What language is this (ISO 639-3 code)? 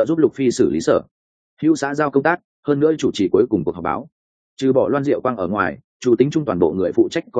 vie